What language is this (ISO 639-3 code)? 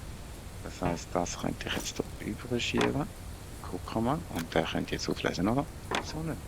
gsw